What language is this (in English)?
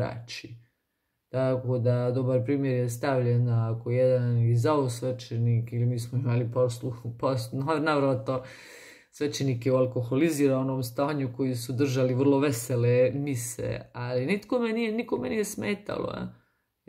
Croatian